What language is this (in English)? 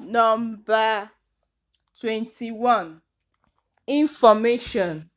Igbo